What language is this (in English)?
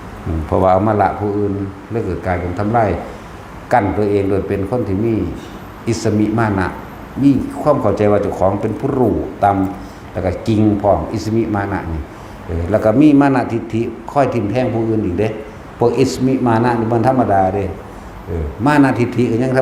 Lao